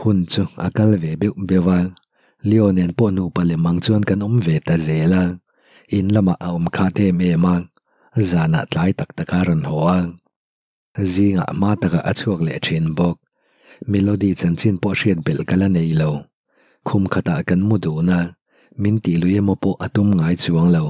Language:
Mizo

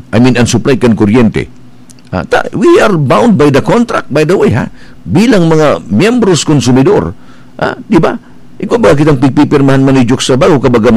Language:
Bikol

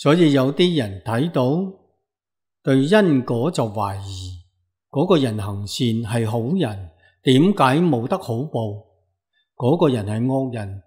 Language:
Cantonese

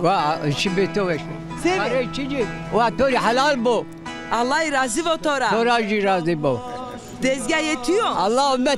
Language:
Zaza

